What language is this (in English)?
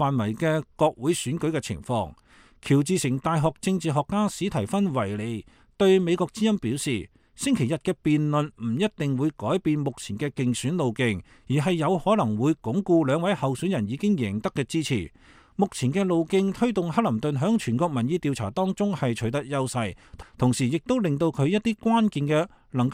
Cantonese